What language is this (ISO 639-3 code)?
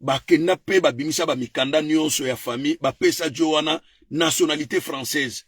lin